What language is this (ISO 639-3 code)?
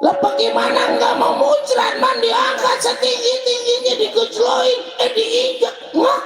bew